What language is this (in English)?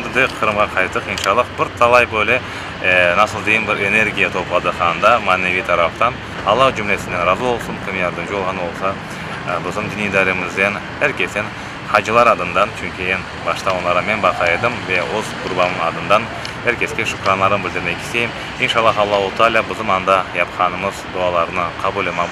Crimean Tatar